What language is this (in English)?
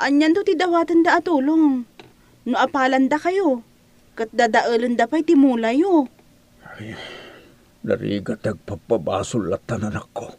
Iloko